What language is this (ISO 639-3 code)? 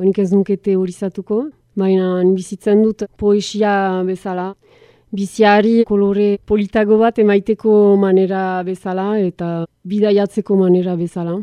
eus